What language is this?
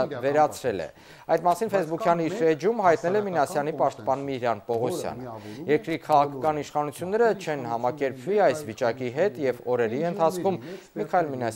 Armenian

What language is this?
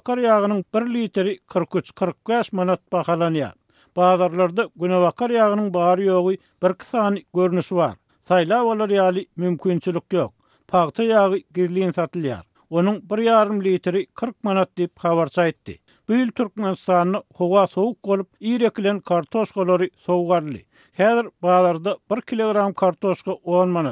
Turkmen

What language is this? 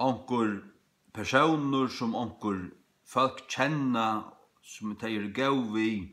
Faroese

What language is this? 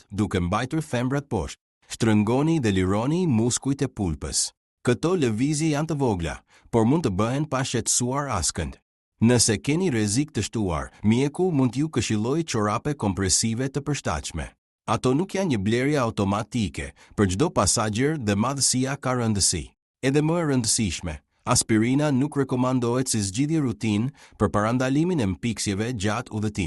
Albanian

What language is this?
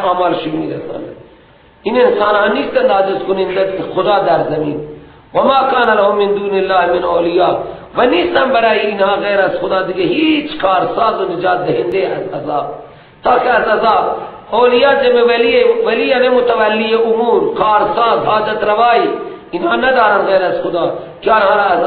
Persian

